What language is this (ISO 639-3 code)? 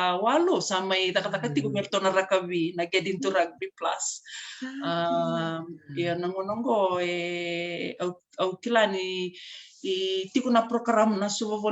fij